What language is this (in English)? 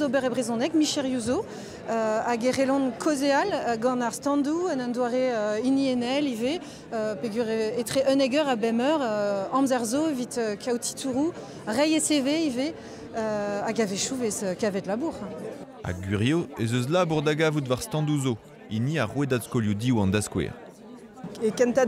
Breton